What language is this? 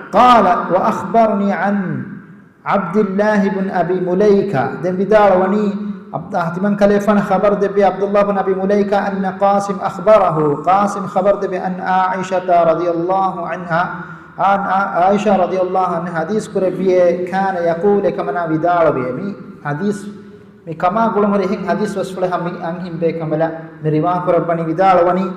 Divehi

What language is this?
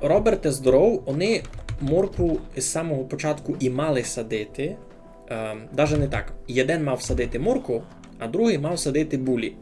Rusyn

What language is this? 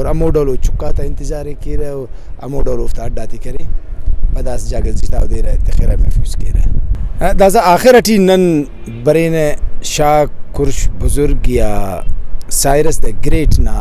Brahui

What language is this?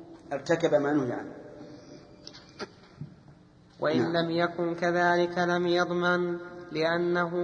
Arabic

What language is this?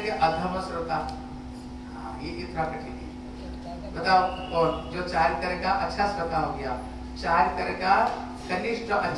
Hindi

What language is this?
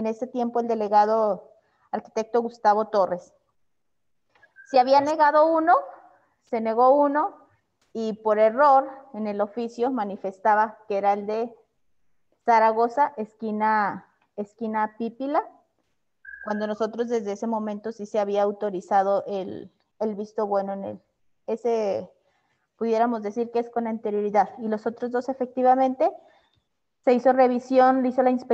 Spanish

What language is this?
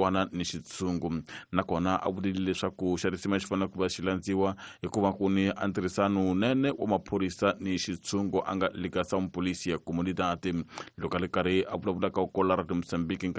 Tsonga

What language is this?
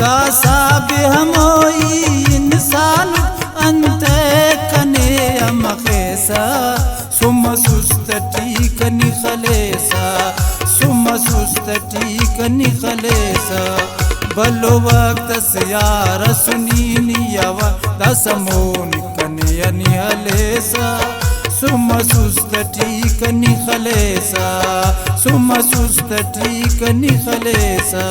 Brahui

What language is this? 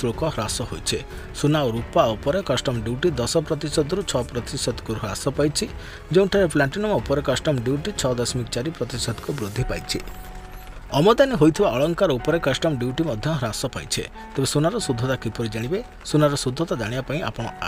Odia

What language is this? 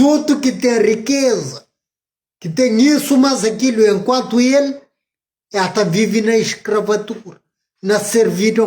Kabuverdianu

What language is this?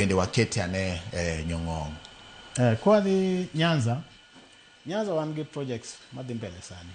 Luo (Kenya and Tanzania)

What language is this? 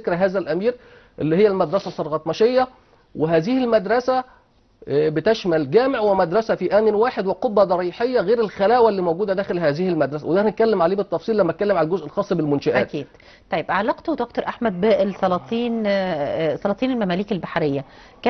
Egyptian Arabic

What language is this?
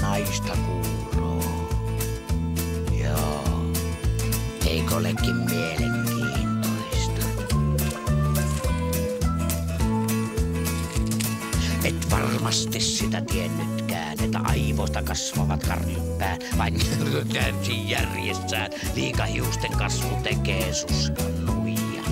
Finnish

